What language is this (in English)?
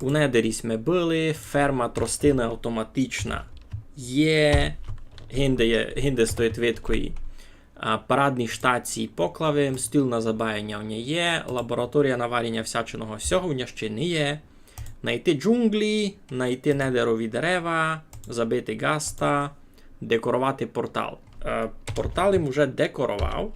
Rusyn